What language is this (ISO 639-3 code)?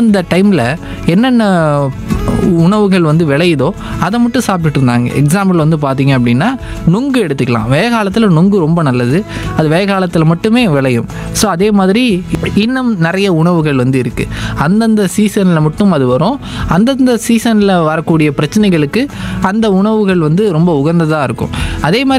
tam